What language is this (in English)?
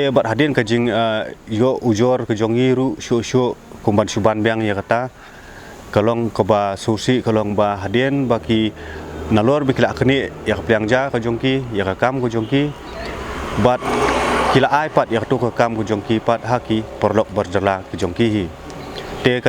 Khasi